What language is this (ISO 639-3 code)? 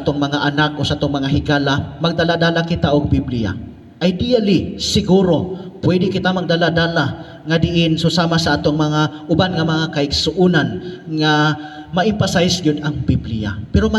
ceb